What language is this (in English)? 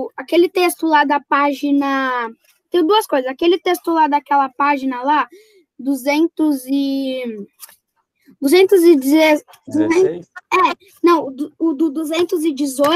Portuguese